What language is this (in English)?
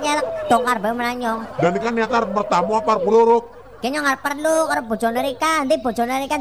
Javanese